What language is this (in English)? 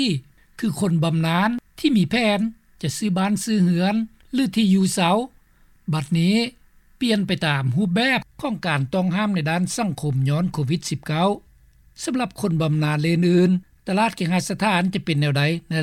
Lao